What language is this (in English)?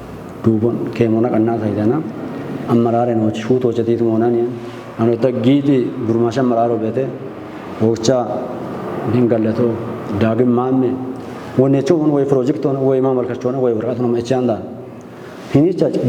Kafa